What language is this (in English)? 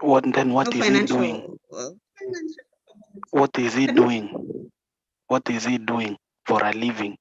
Kalenjin